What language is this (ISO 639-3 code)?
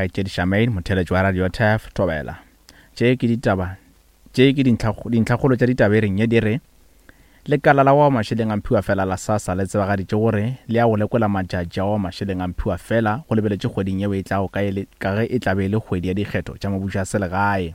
nso